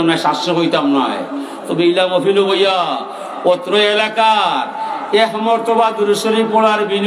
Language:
Sylheti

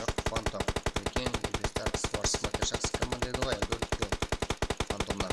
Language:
Kara-Kalpak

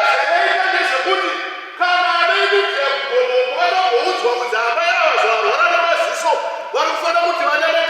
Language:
Shona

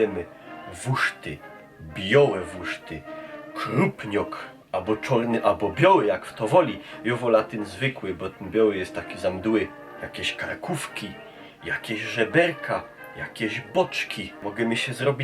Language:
Silesian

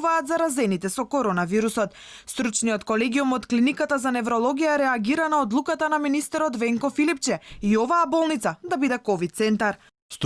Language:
Macedonian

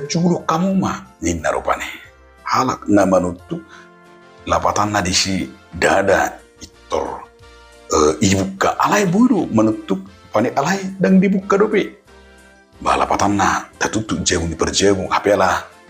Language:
Batak Toba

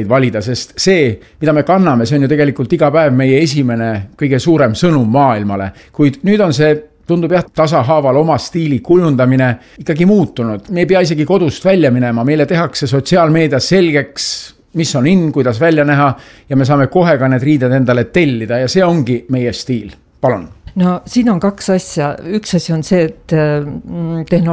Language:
Estonian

